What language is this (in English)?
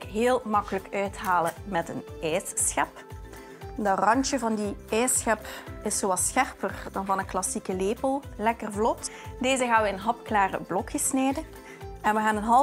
Dutch